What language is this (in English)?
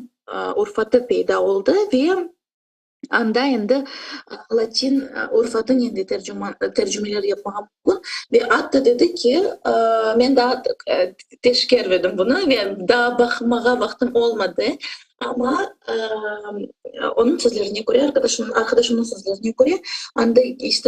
Crimean Tatar